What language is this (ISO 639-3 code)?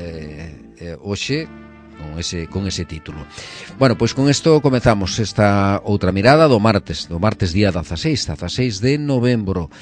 glg